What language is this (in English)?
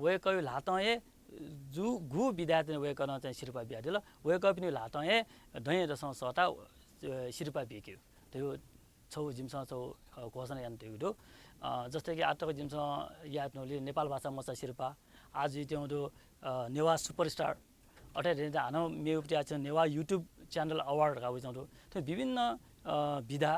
Newari